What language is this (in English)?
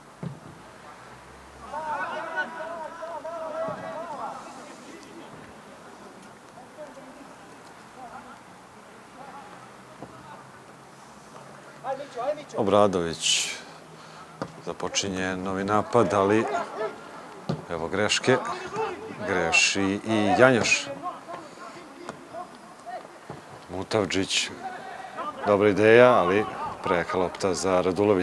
Serbian